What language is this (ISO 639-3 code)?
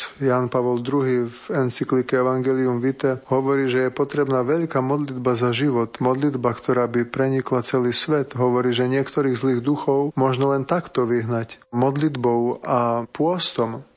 slk